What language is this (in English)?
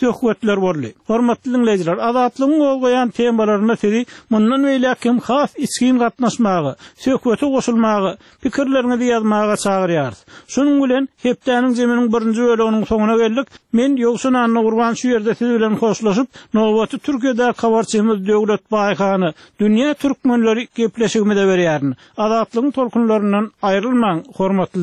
Turkmen